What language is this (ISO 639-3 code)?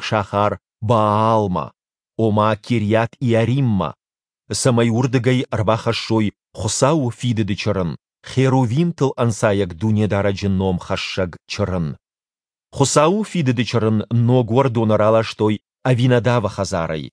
oss